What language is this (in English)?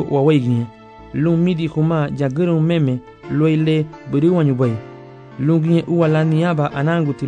Garifuna